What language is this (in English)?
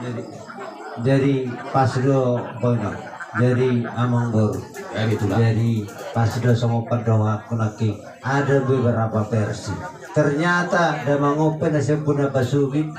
Batak Toba